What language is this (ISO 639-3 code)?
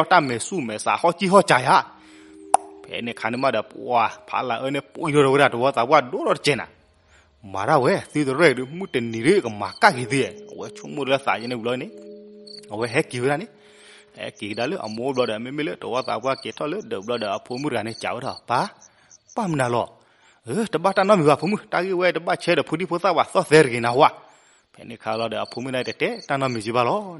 ksw